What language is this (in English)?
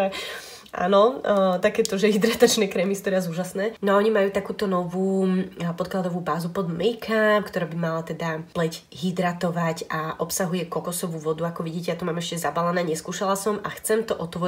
Slovak